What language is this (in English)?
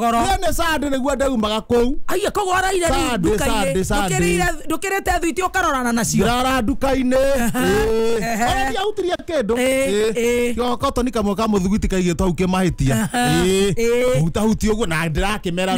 Kikuyu